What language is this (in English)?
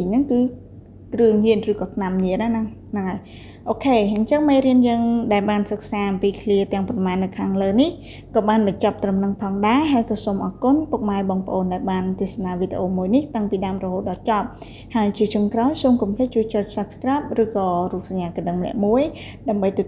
Khmer